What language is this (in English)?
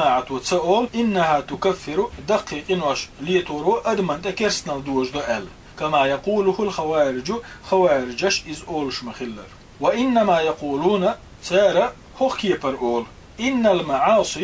Chechen